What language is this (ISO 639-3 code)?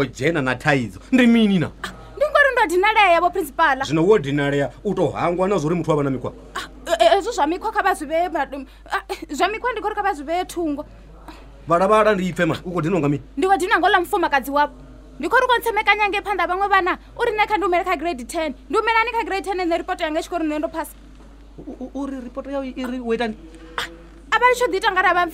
ven